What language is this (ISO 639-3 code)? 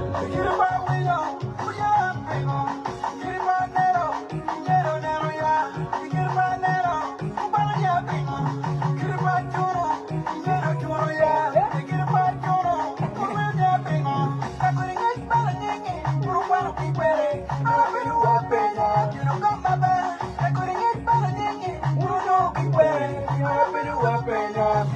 ach